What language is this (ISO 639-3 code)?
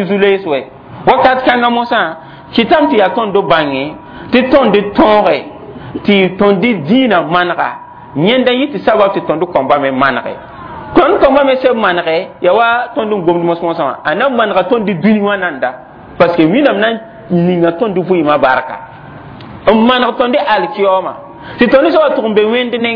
mos